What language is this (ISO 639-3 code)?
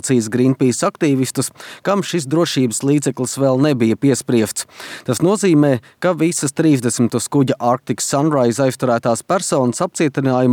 lav